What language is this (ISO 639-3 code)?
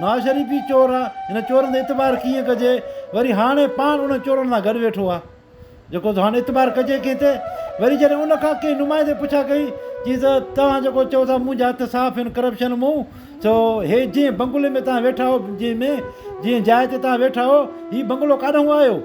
snd